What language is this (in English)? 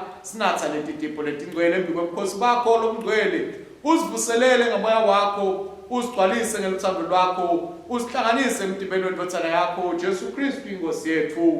Swati